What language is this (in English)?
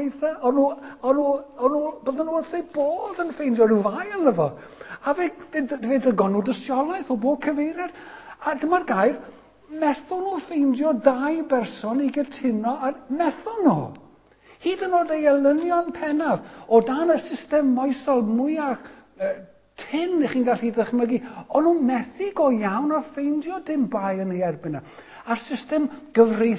Welsh